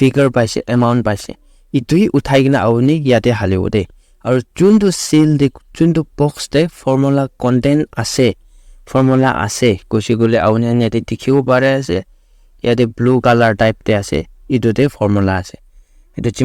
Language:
Naga Pidgin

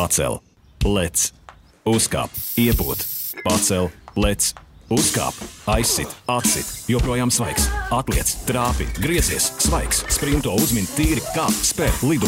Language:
Latvian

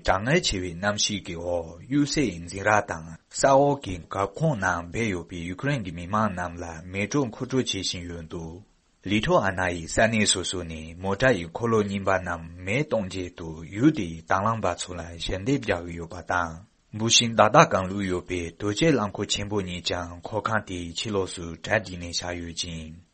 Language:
Tibetan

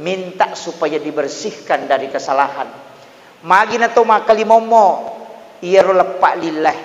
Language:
Buginese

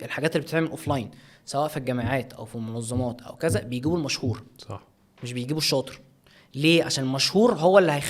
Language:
Egyptian Arabic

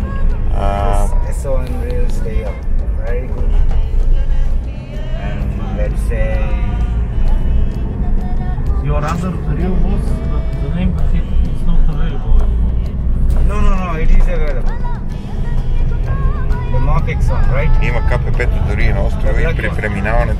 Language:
Bulgarian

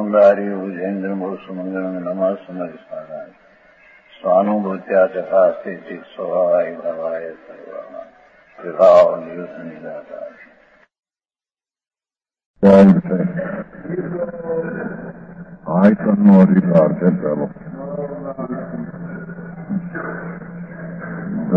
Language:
Gujarati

